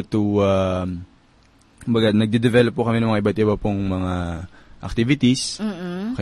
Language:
Filipino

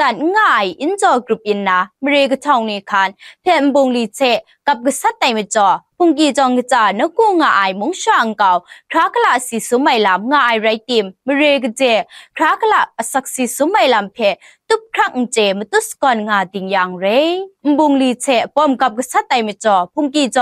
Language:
Kachin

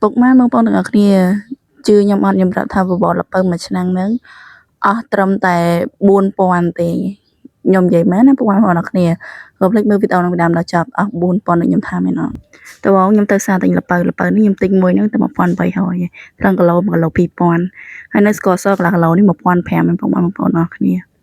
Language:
Khmer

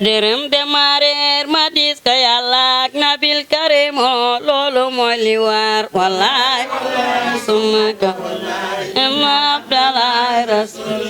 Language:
Wolof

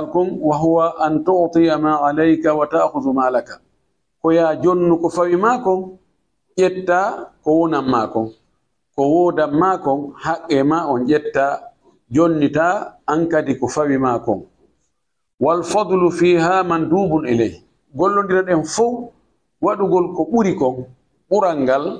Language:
Fula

